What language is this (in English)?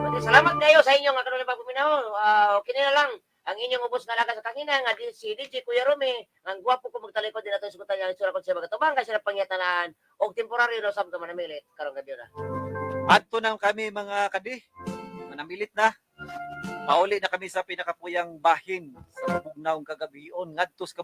Cebuano